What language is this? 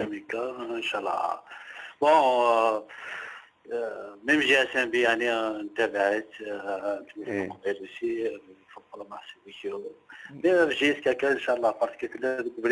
Kabyle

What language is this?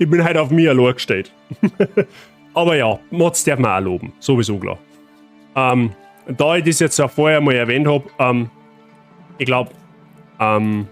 Bavarian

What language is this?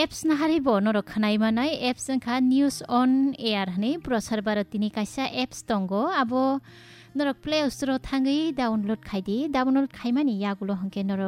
Kok Borok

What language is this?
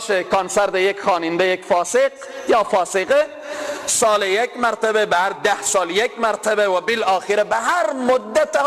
Persian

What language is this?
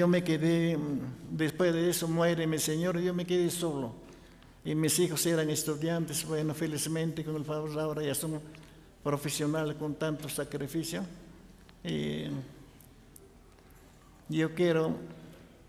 Spanish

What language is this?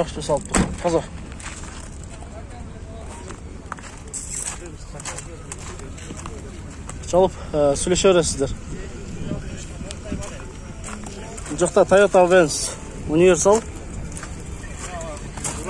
Kyrgyz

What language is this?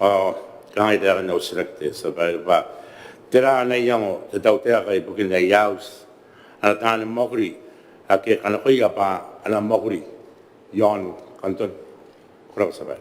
Gilbertese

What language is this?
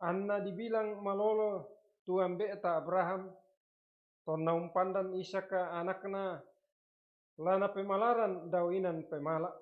Toraja-Sa'dan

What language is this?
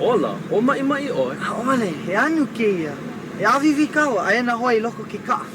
Hawaiian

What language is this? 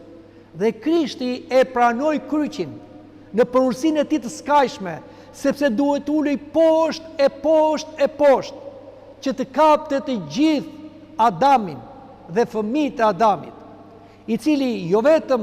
Albanian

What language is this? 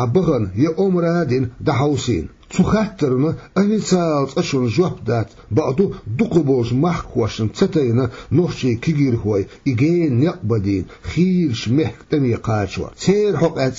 Chechen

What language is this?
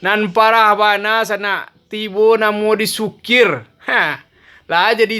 Minangkabau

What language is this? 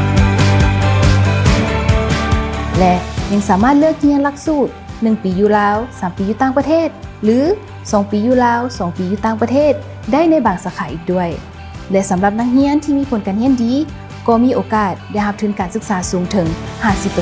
Lao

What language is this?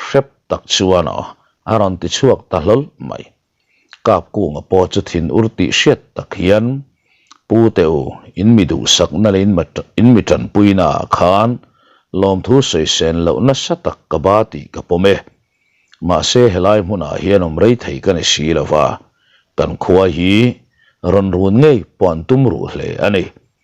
Mizo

